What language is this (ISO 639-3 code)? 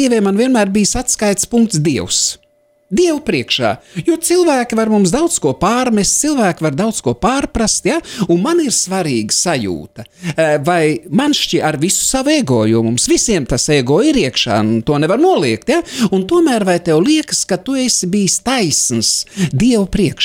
lav